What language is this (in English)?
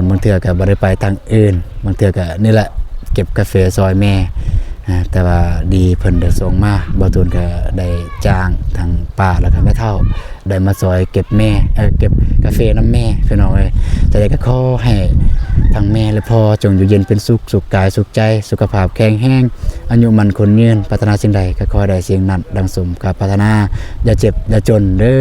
Lao